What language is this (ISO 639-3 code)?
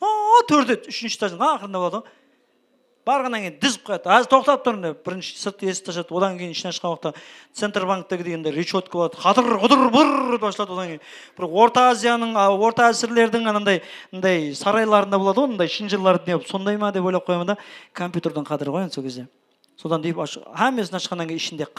kaa